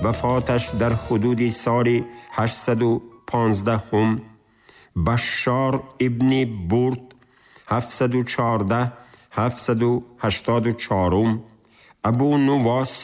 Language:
Tajik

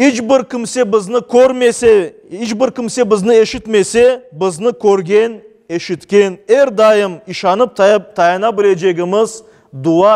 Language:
Crimean Tatar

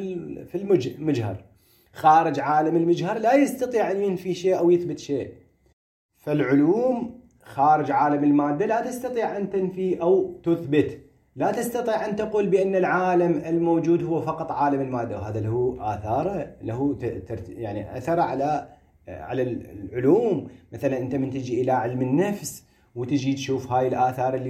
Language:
Moroccan Arabic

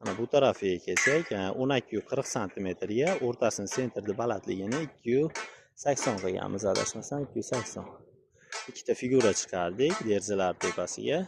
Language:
Uzbek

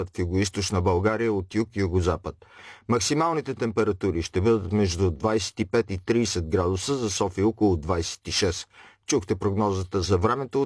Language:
Bulgarian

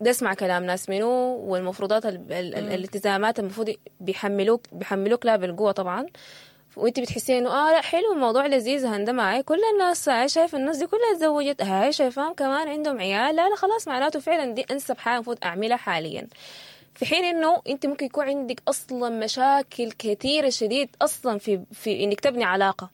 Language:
Sudanese Arabic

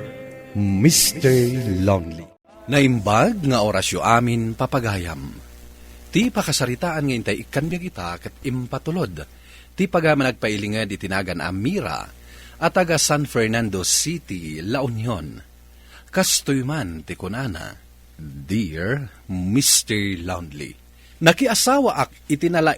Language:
Iloko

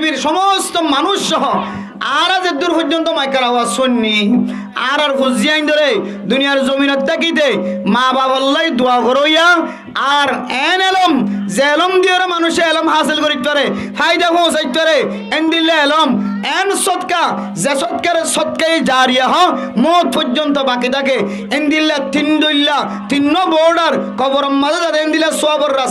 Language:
Rohingya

